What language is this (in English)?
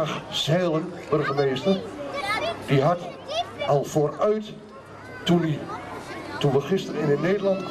Dutch